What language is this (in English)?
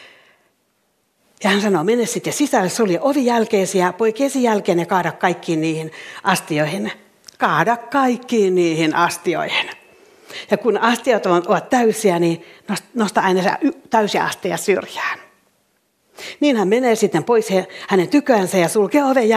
Finnish